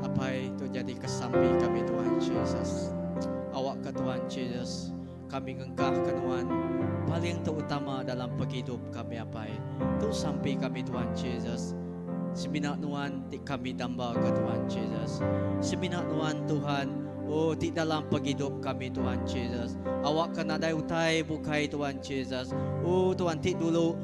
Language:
Iban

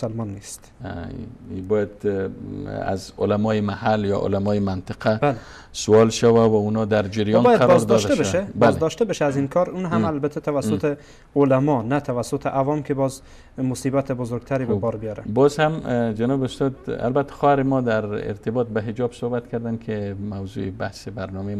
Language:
Persian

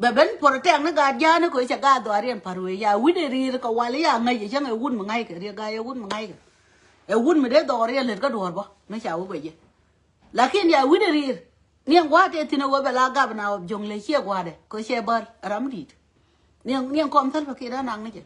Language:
Nuer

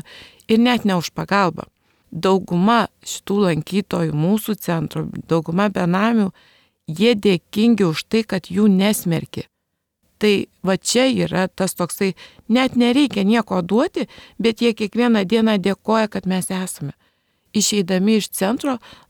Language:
Lithuanian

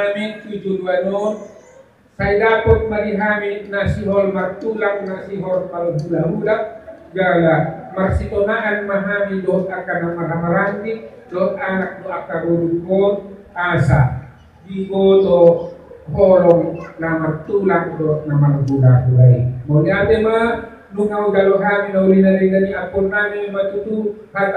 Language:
Batak Toba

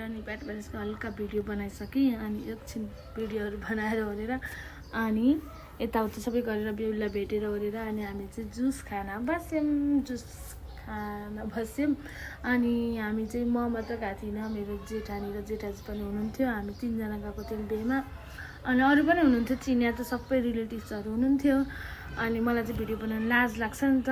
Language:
Nepali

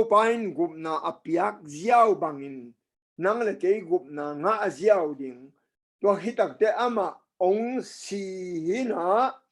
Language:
Tedim Chin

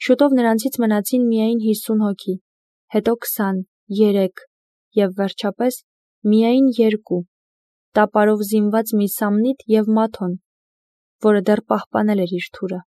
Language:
Armenian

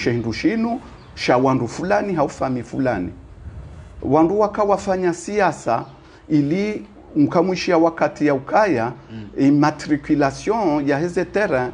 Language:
Swahili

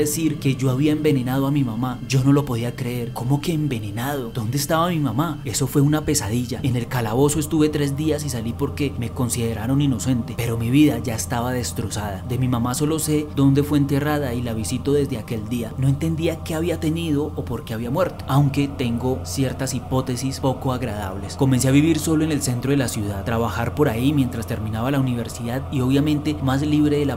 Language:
Spanish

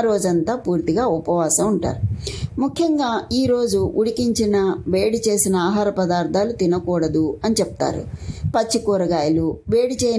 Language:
Telugu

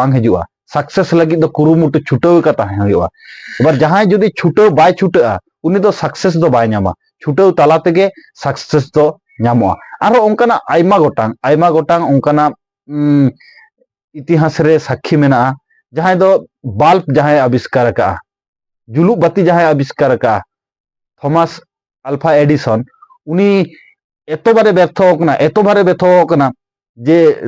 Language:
Santali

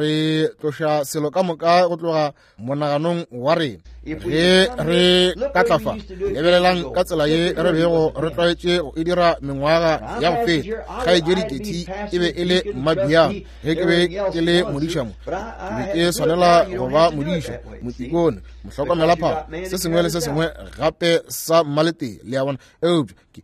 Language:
Northern Sotho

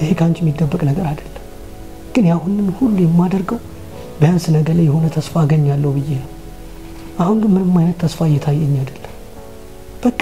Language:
Amharic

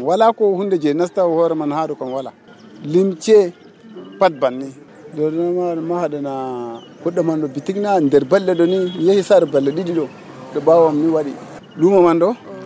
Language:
Nigerian Fulfulde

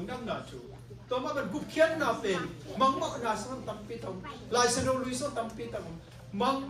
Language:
Tedim Chin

